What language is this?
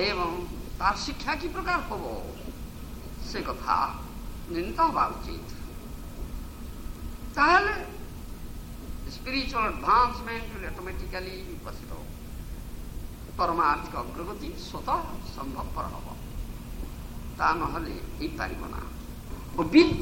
Odia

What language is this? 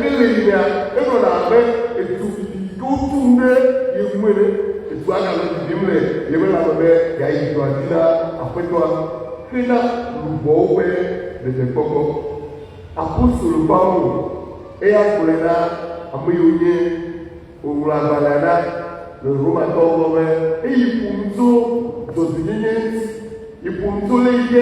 Ewe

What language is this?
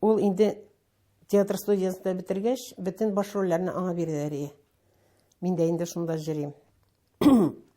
Tatar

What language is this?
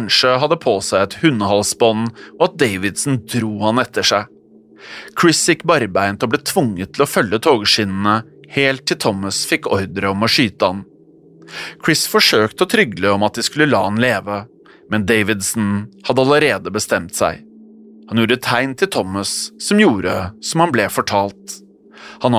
Norwegian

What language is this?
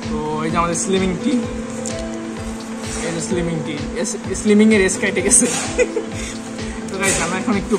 Bangla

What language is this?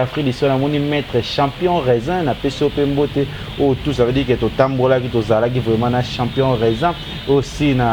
Lingala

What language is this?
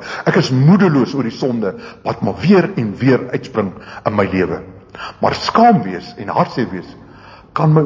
Afrikaans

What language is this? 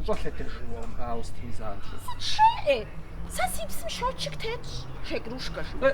Kabardian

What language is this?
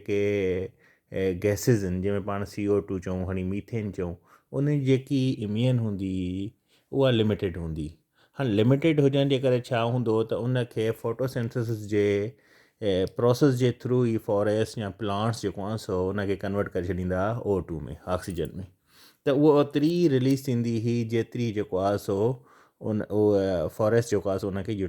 Sindhi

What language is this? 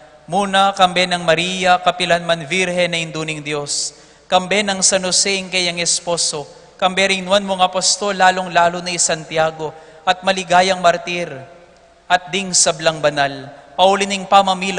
Pampanga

